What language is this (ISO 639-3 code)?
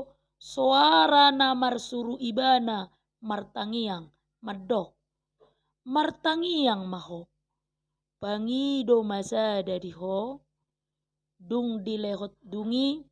bbc